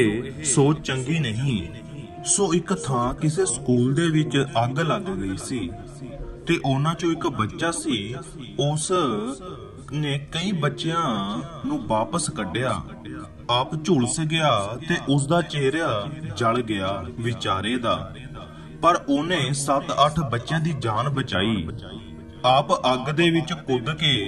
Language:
Punjabi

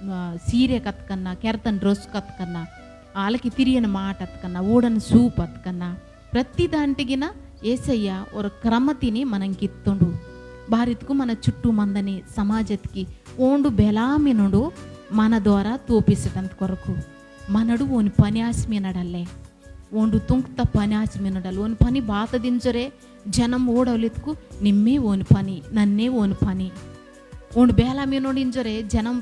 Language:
Koya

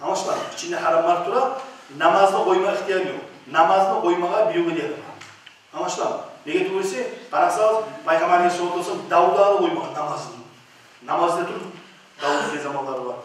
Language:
Kumyk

